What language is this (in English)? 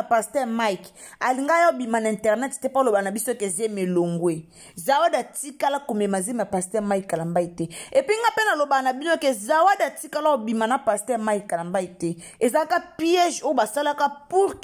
Lingala